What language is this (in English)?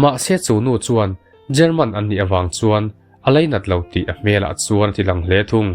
Mizo